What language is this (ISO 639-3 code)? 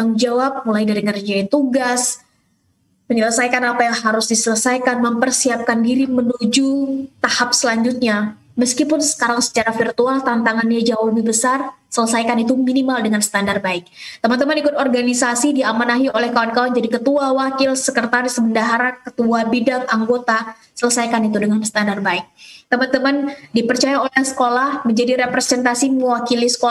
ind